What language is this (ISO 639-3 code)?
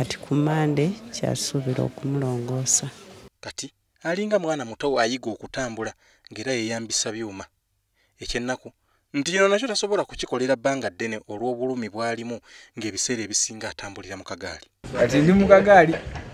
lug